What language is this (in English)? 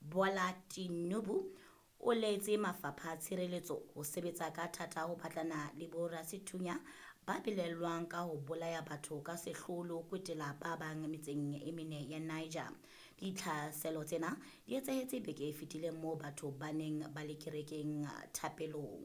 Southern Sotho